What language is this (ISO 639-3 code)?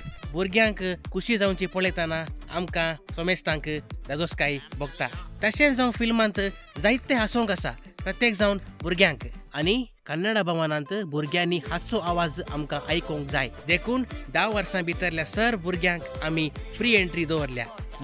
kok